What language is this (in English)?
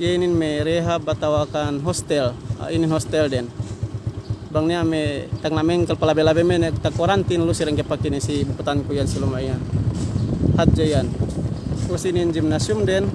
Yakan